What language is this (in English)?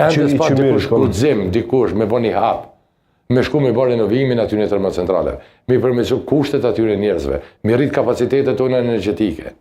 Albanian